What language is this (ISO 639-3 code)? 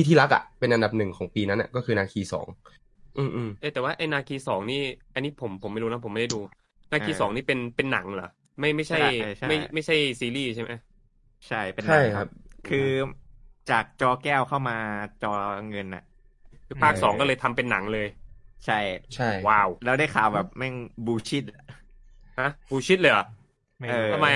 tha